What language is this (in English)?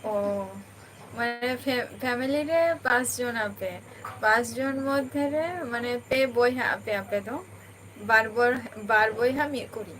Santali